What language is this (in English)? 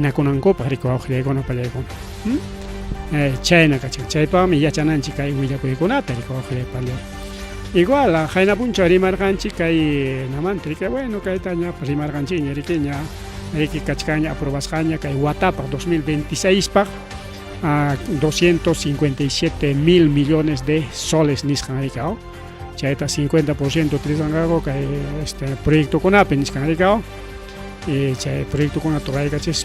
Ayacucho Quechua